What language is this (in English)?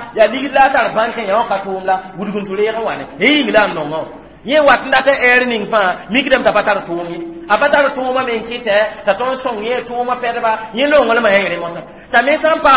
Mossi